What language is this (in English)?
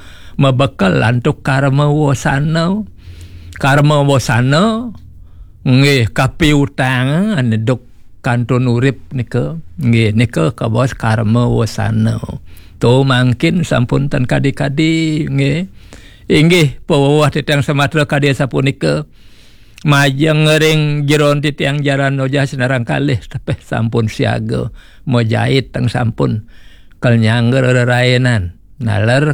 Balinese